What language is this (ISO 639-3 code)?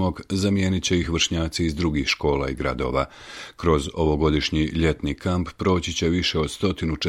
hrv